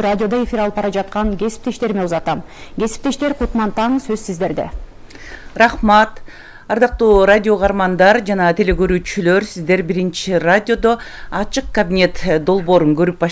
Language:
Kyrgyz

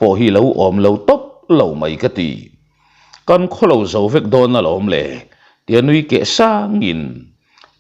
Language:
Mizo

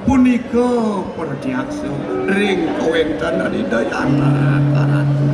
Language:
Balinese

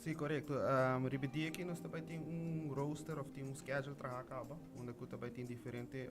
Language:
Papiamento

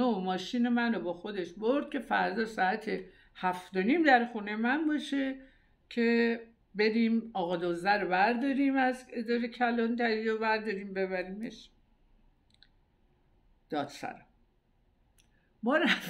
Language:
Persian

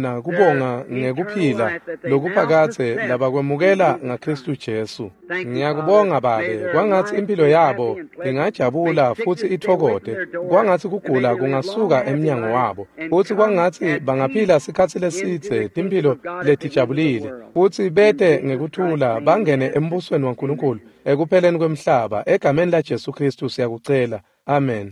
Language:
Swati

